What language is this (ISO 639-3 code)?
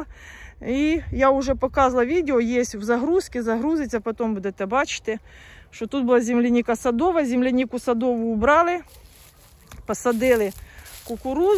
ukr